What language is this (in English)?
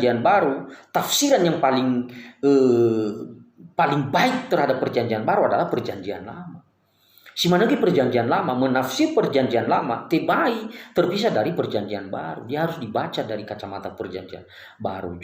Nias